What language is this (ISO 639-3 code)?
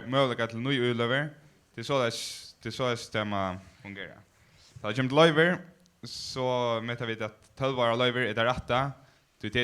fao